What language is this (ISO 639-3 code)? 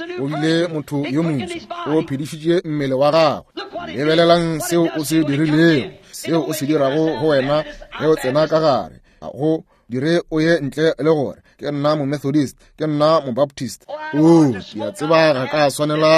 nso